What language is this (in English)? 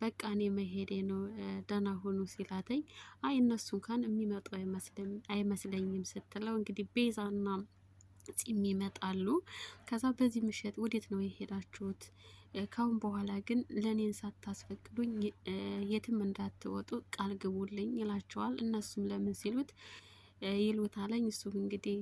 Amharic